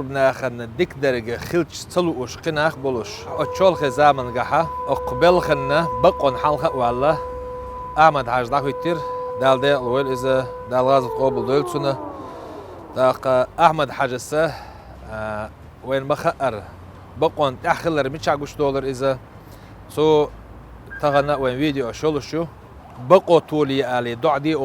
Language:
Chechen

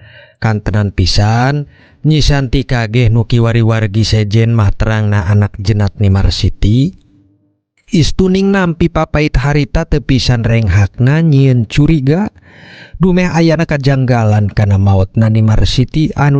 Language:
Sundanese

